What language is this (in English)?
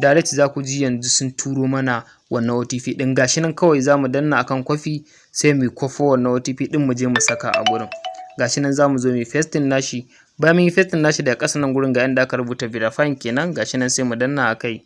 Hausa